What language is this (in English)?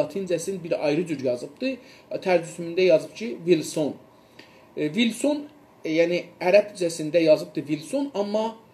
South Azerbaijani